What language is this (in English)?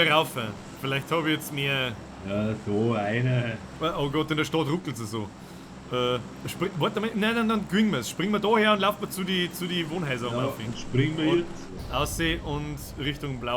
Bavarian